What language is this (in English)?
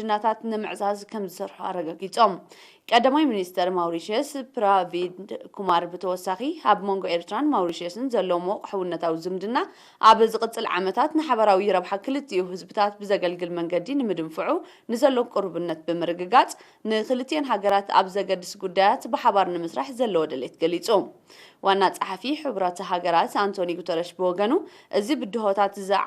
Tigrinya